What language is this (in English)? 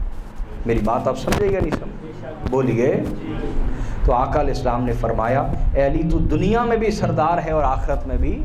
Urdu